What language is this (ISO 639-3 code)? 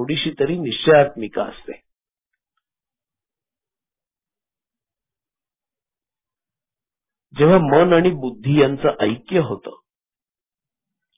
mar